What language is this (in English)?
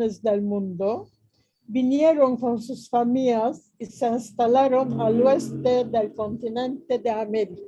Ladino